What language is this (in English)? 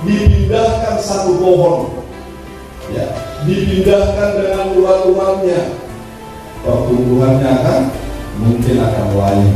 Batak Toba